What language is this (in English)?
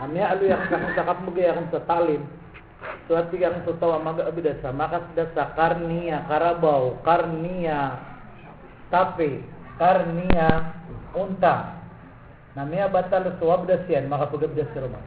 Maranao